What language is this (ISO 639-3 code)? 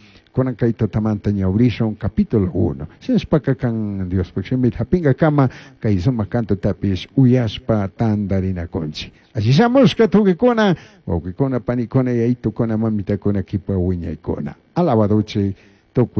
qug